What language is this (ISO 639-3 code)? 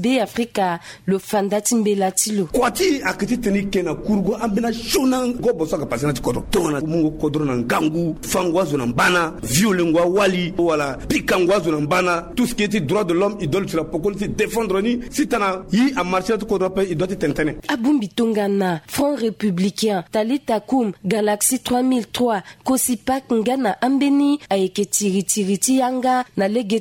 sag